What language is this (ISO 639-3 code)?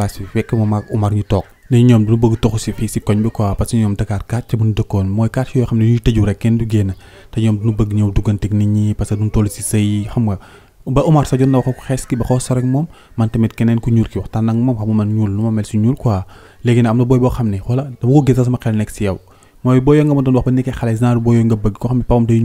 wol